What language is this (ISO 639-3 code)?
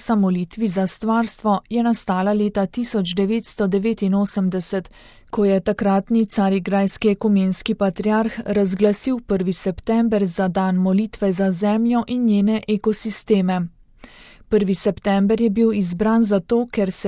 slv